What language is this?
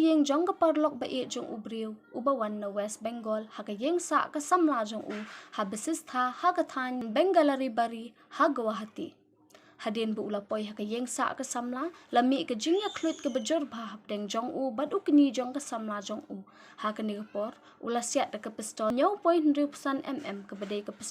Khasi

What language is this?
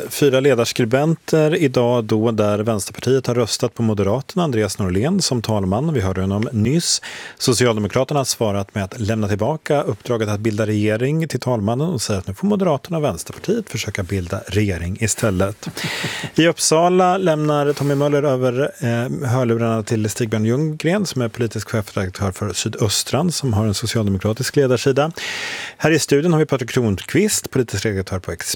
Swedish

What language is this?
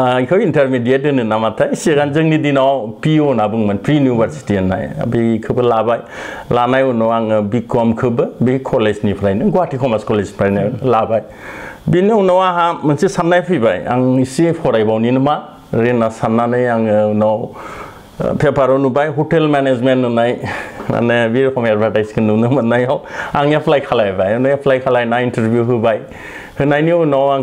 Bodo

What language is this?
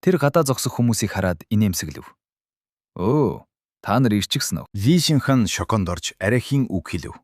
Mongolian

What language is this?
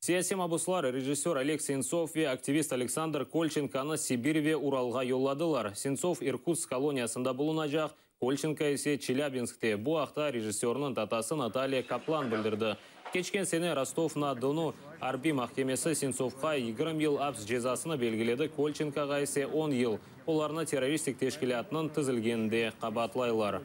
Crimean Tatar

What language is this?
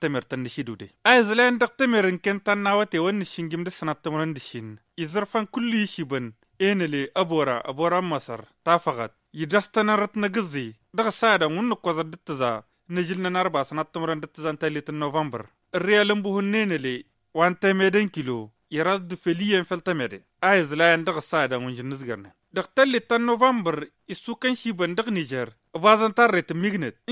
Tamasheq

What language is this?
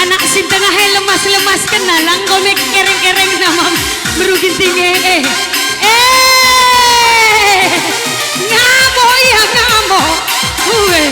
Batak Karo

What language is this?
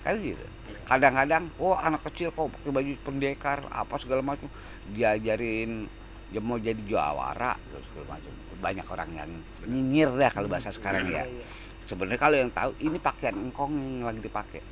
Betawi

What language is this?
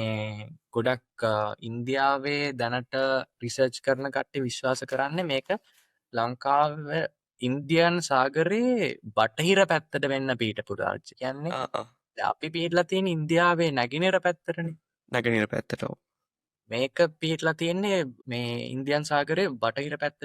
Sinhala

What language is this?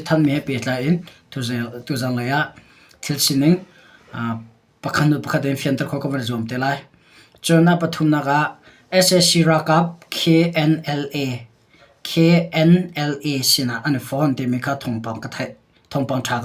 Hakha Chin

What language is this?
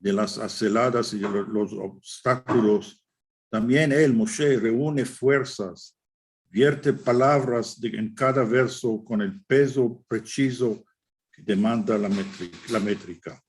Ladino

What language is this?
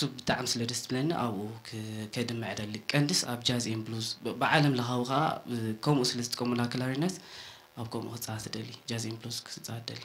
Tigrinya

